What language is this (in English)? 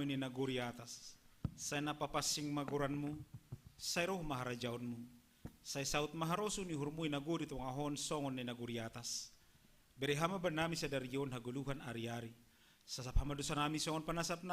Batak Simalungun